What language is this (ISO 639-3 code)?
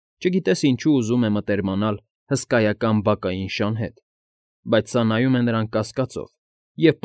hye